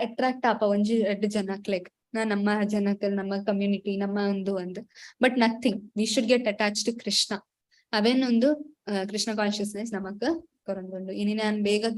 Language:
Tulu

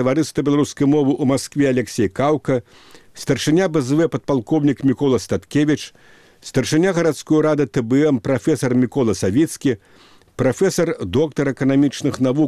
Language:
Belarusian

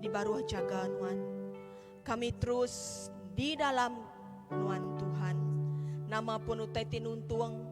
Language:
Iban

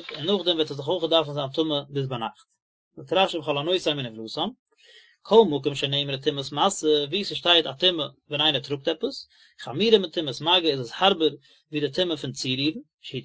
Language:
Yiddish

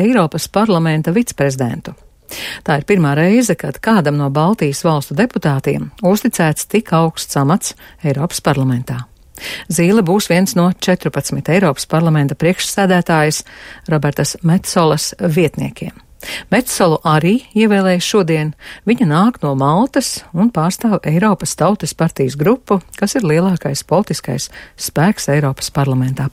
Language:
Latvian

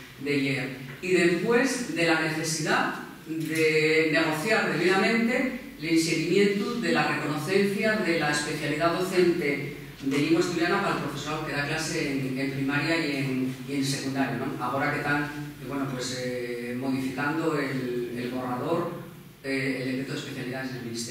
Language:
Asturian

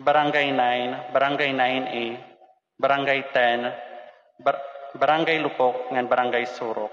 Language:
Waray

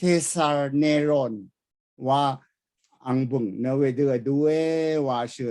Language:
Rawang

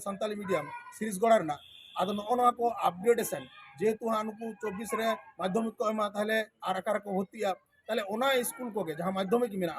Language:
Santali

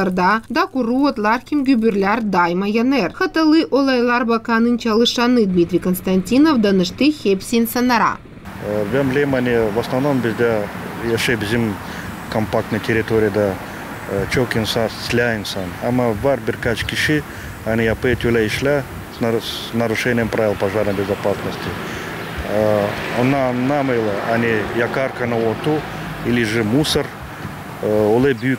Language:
Gagauz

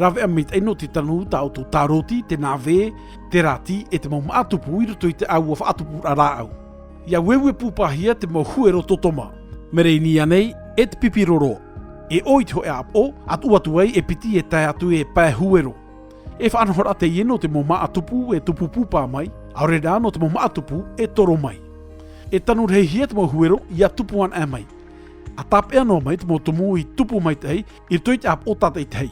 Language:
Tahitian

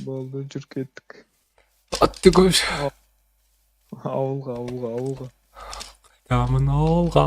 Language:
Kara-Kalpak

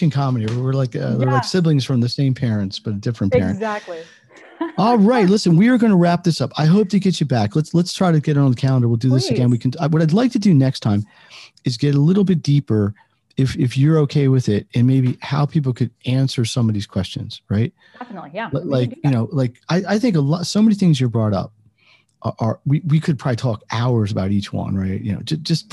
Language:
English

